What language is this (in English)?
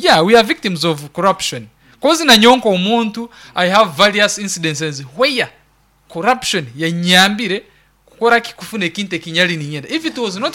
Nyankole